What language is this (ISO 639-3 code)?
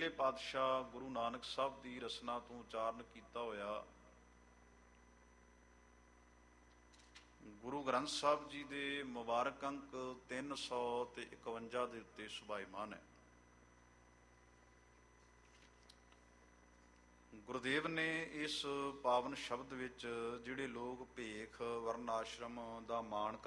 pan